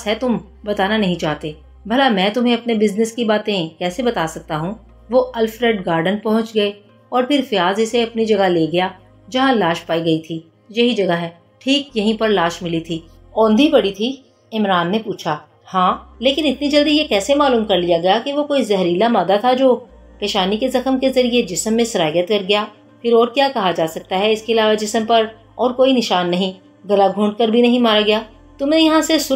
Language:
Urdu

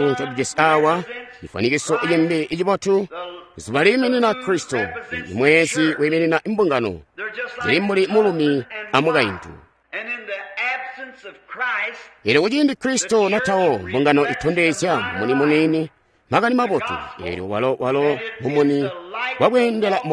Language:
Tonga (Zambia)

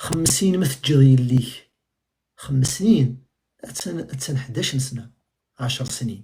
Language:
Kabyle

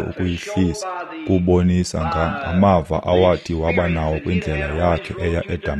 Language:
Xhosa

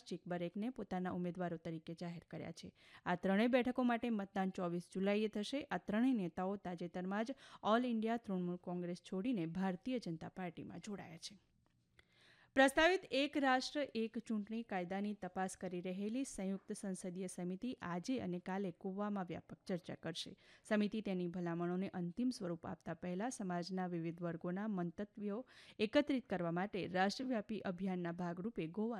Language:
Gujarati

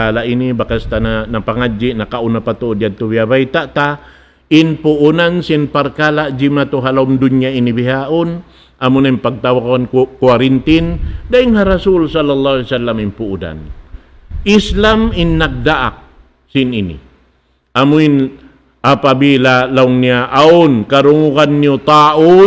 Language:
Tausug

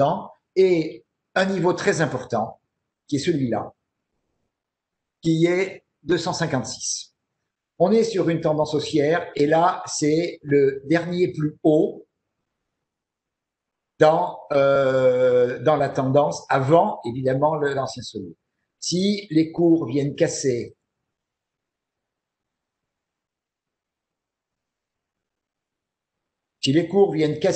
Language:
French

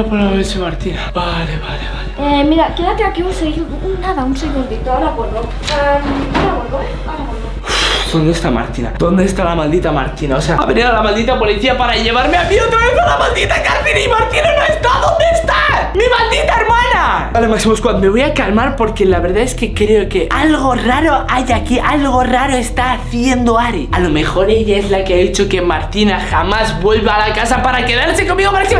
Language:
Spanish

